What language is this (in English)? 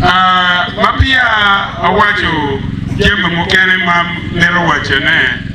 Acoli